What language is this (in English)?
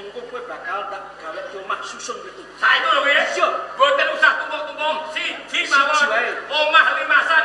Javanese